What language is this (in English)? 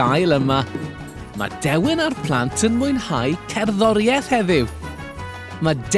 Welsh